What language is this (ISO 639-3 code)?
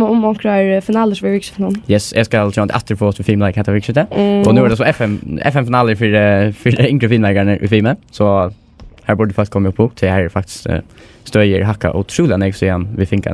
fao